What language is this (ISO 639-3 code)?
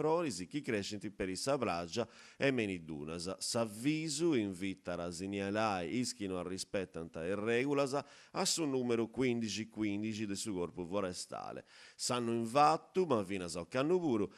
srd